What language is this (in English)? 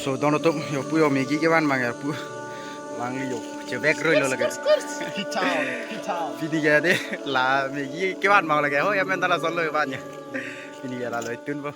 Karbi